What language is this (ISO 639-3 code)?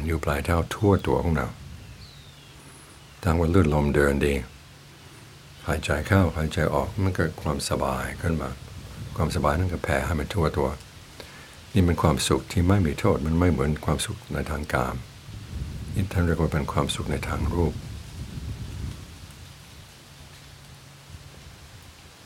tha